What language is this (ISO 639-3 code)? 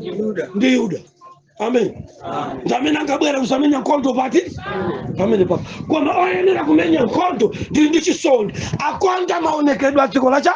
nya